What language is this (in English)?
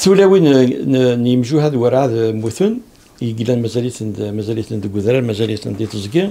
Kabyle